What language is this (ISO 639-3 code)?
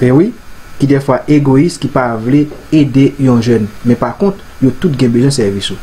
hat